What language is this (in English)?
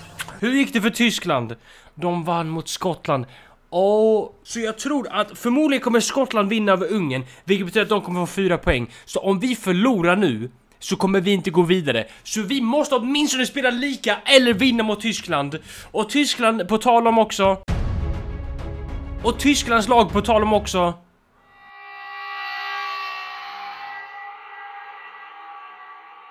Swedish